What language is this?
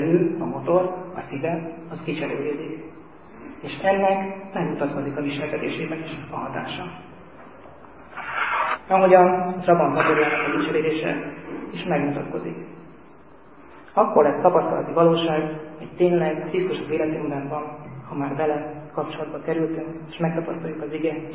Hungarian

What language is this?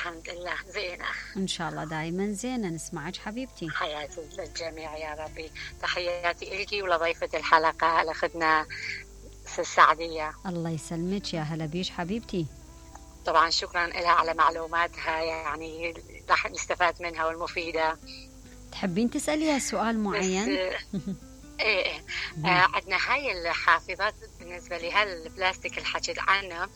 Mesopotamian Arabic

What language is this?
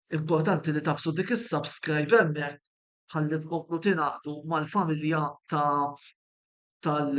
Maltese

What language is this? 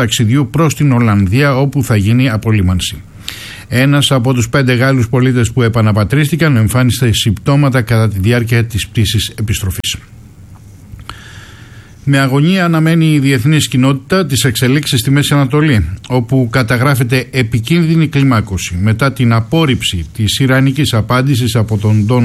Greek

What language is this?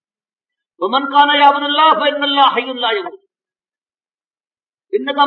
Urdu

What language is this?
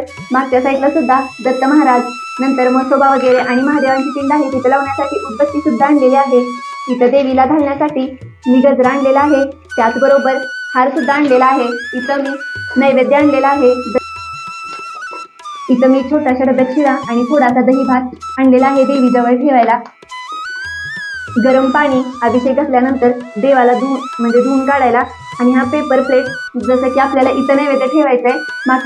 Marathi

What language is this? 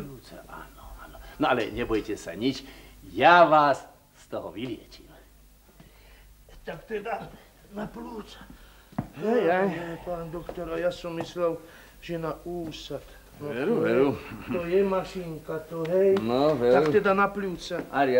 Slovak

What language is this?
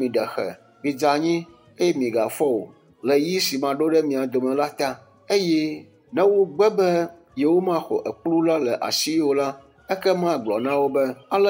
Ewe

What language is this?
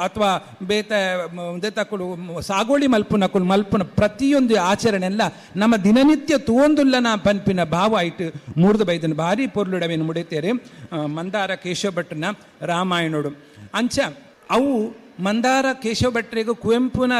Tulu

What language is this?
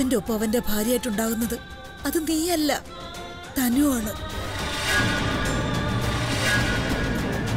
Malayalam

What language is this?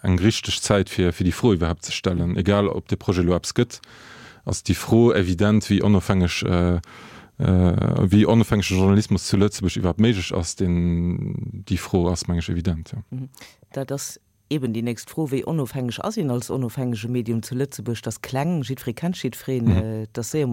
Luxembourgish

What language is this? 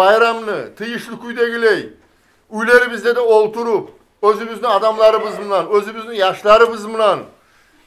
Kumyk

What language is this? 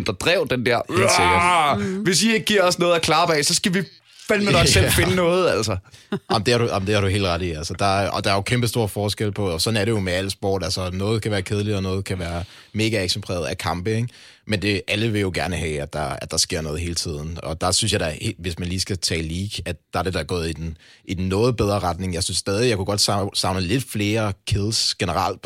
Danish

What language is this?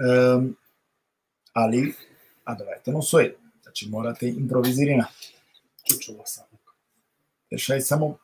Balkan Romani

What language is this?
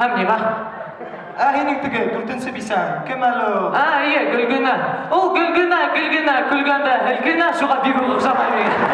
Bashkir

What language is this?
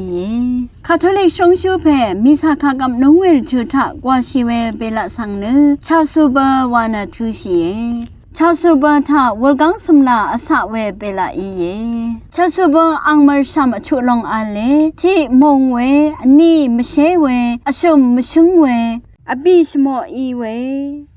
Rawang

